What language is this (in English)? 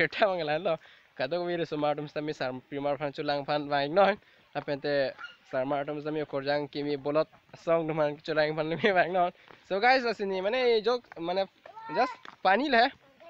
Karbi